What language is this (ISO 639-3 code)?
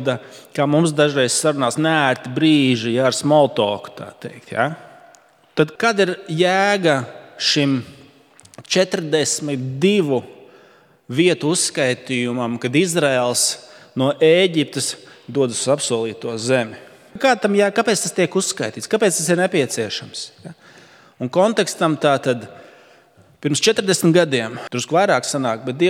lav